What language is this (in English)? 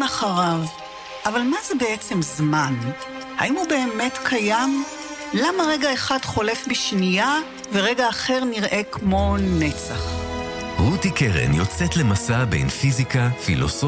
Hebrew